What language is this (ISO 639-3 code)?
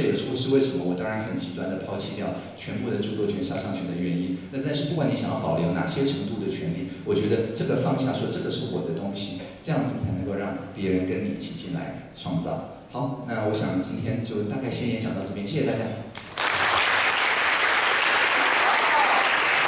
zho